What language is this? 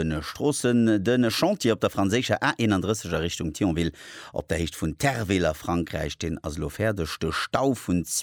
Luxembourgish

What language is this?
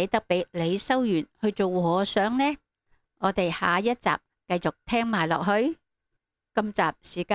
Cantonese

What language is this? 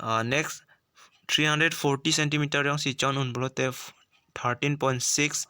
Karbi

